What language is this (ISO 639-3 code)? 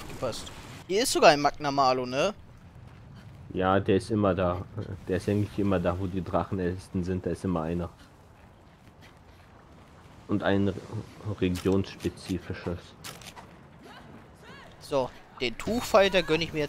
deu